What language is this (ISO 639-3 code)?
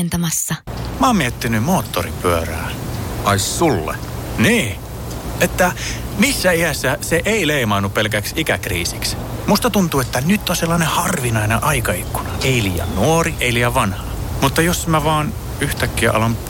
fin